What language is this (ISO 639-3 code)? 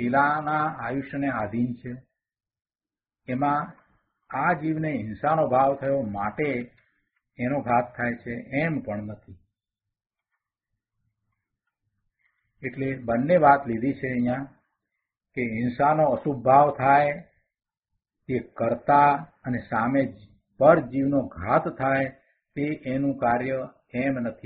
guj